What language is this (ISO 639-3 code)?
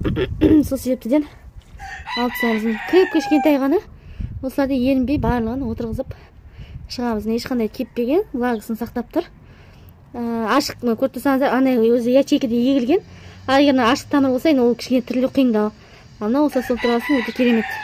kaz